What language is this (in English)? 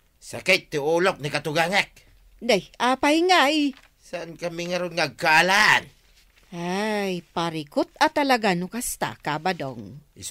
Iloko